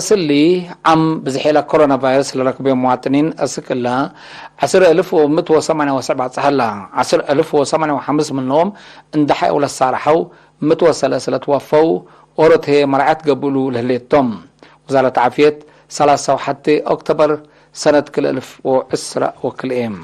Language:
Tigre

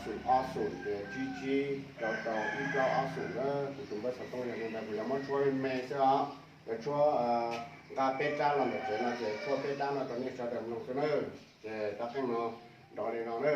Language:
Hmong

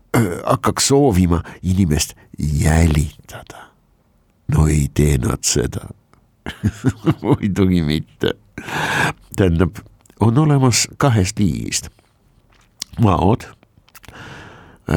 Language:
Estonian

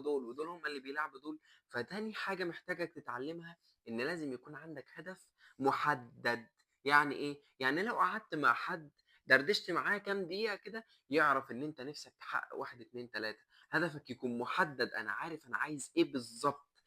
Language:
Egyptian Arabic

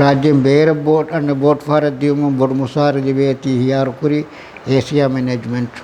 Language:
Divehi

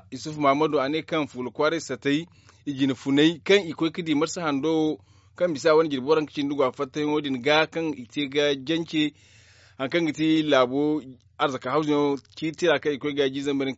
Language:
Zarma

